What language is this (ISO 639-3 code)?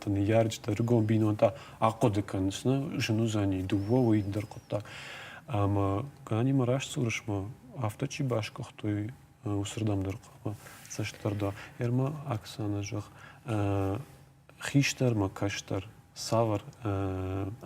oss